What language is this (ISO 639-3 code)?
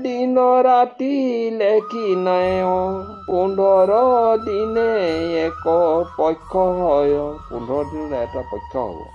asm